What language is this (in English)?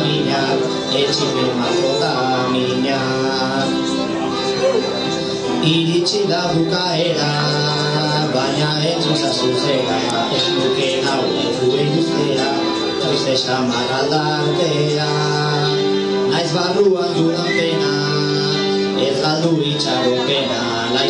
Basque